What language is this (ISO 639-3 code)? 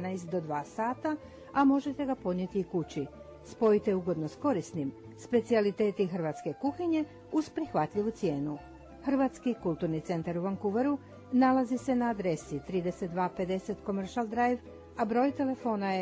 hrv